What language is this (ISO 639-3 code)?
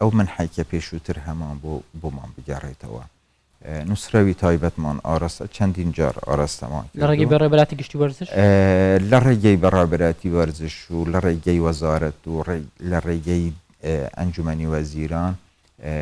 ckb